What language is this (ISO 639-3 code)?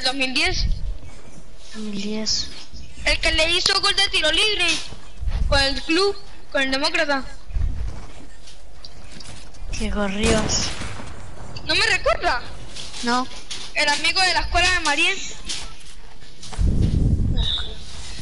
spa